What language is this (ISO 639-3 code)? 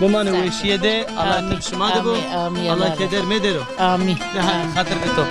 zza